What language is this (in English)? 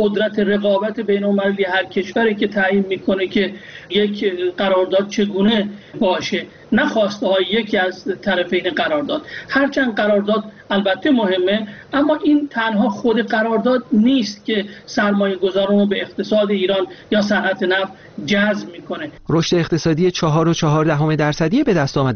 Persian